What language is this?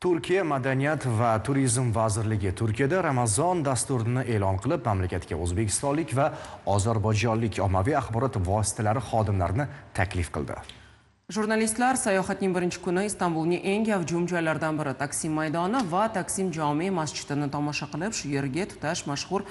Uzbek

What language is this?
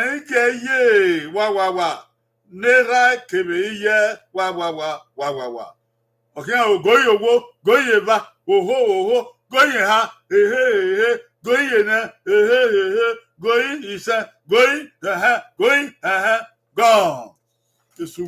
Bini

